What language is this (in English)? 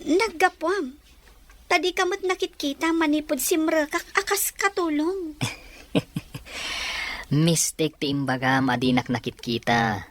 Iloko